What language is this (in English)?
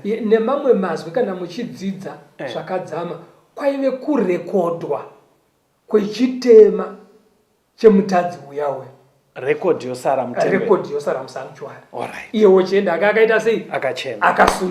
Shona